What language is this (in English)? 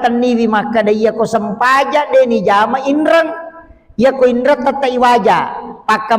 Buginese